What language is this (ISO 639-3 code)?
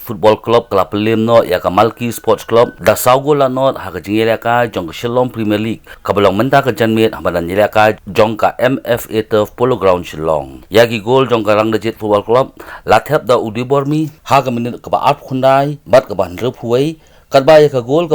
kha